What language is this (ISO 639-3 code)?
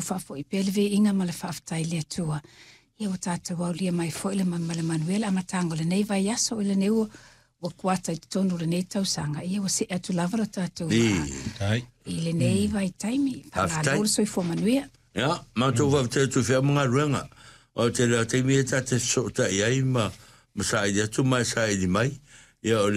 smo